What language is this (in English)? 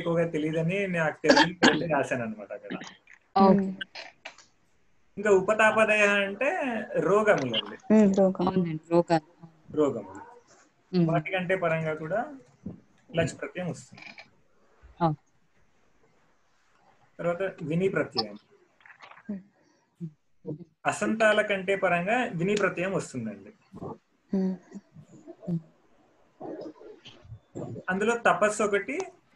Telugu